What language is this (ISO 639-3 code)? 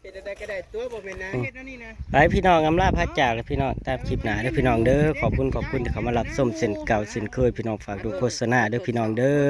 tts